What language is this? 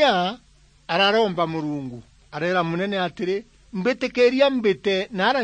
Meru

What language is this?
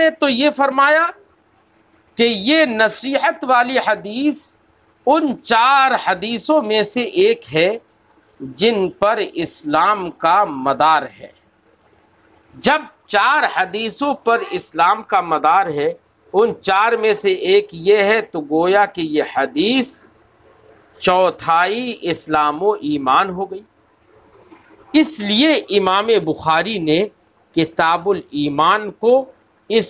Urdu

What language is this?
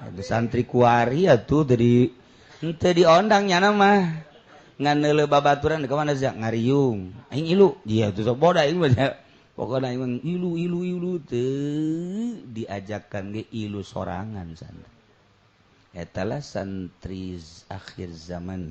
Sundanese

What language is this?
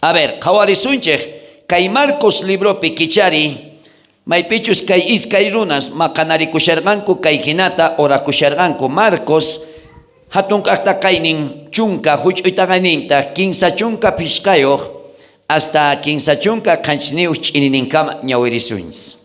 South Bolivian Quechua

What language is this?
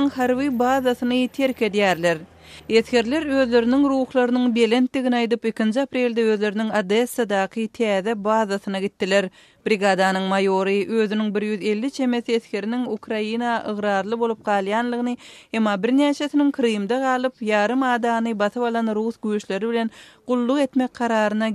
Turkmen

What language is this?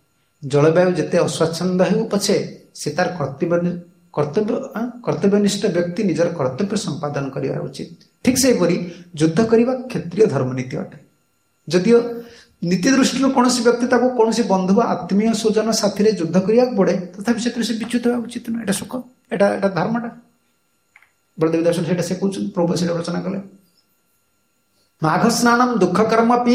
Odia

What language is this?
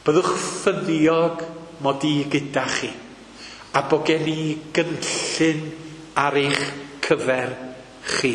Welsh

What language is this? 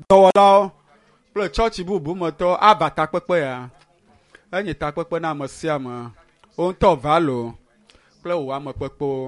Ewe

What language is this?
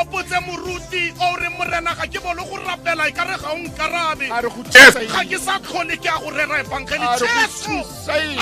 Tswana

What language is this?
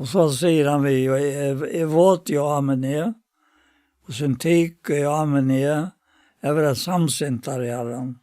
Faroese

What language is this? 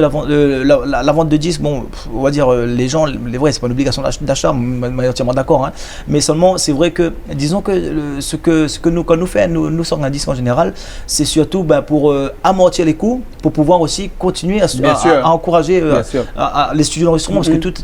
Réunion Creole French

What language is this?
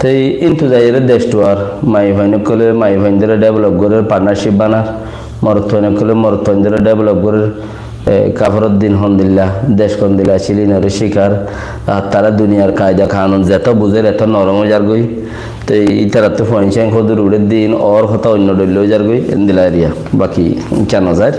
Rohingya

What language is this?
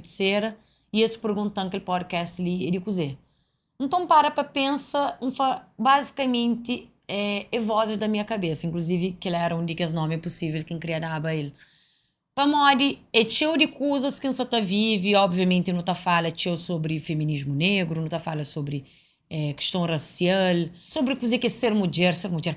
Kabuverdianu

